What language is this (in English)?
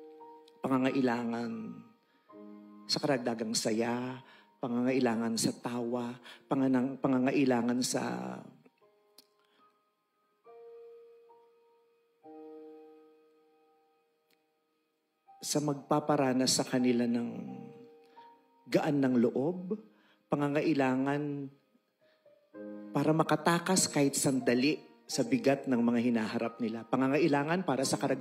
Filipino